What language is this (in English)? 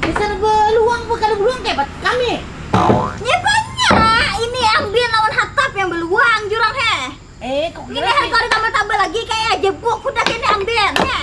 Banjar